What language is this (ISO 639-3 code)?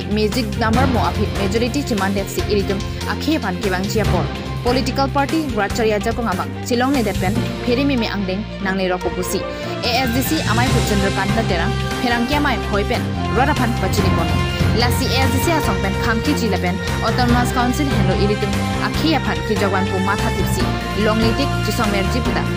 mjw